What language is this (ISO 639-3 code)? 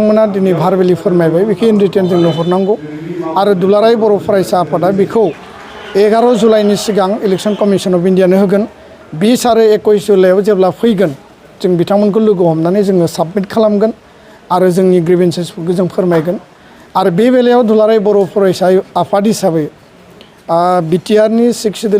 brx